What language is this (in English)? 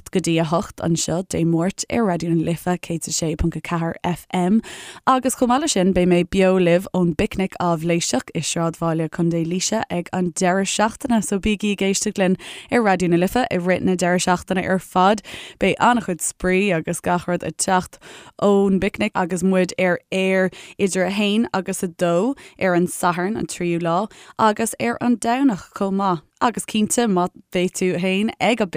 Irish